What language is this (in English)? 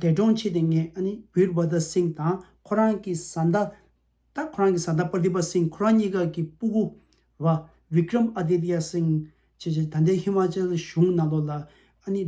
Tibetan